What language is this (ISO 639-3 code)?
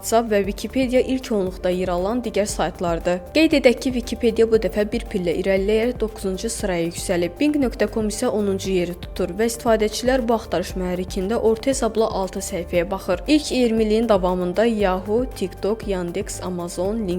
aze